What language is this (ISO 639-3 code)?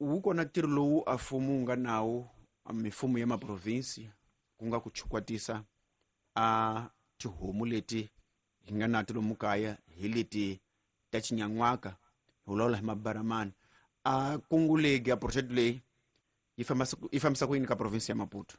tso